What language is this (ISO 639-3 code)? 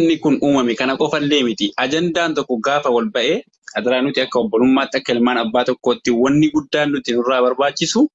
orm